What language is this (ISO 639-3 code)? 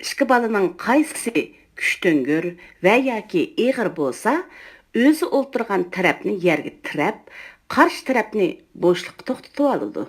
uig